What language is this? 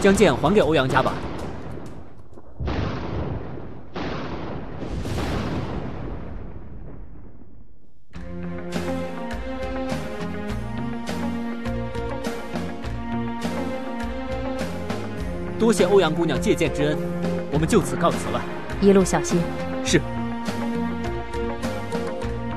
Chinese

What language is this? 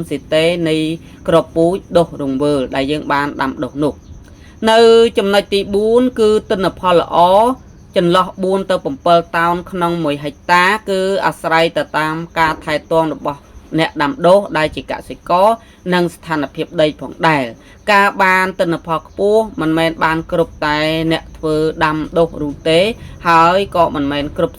Khmer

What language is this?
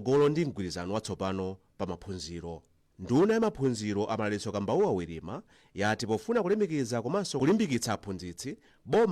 Nyanja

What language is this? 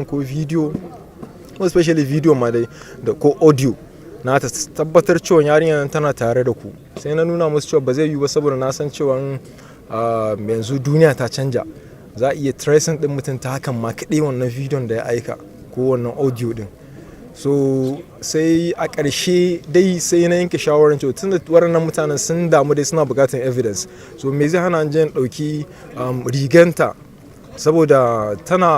Hausa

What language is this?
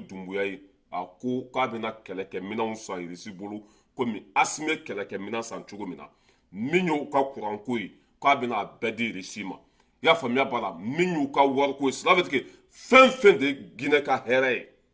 Bambara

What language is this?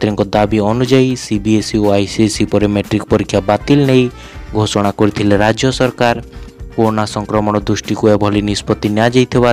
Odia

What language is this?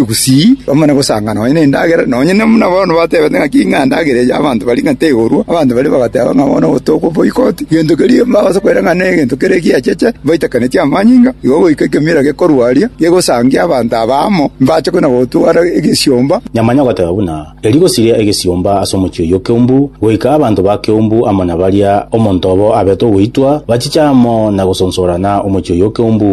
Gusii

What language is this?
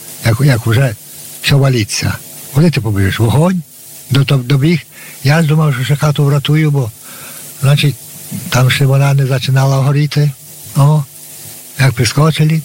Ukrainian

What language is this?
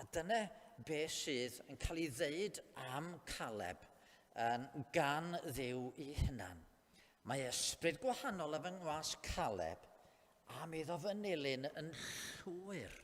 Welsh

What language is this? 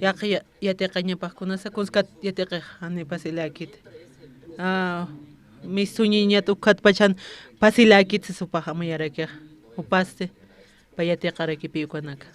Aymara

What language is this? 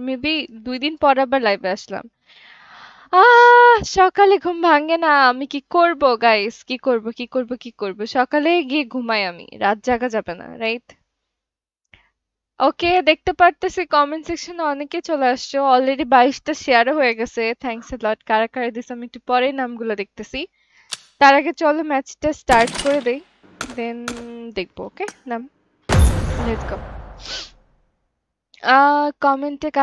Bangla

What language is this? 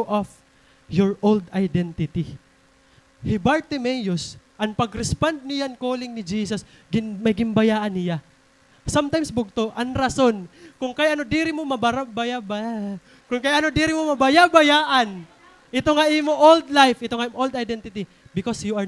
Waray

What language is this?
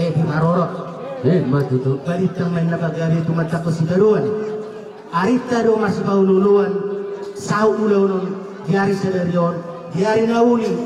Batak Toba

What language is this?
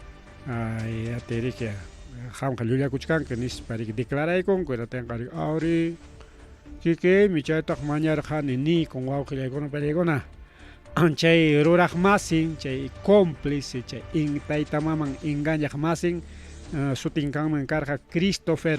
Ayacucho Quechua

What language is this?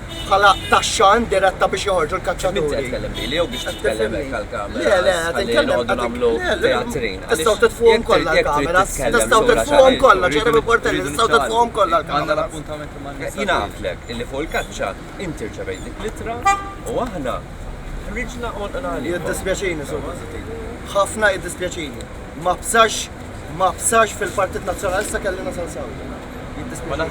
Maltese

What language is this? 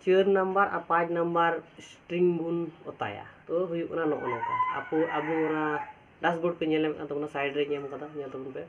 Santali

